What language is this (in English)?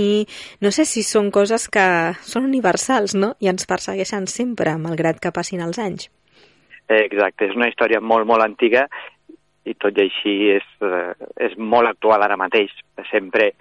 Catalan